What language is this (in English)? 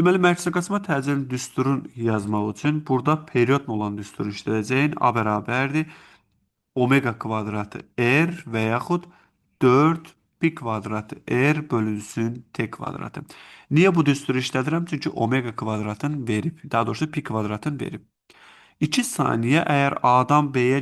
Azerbaijani